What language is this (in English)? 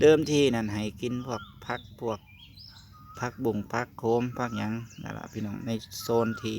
Northeastern Thai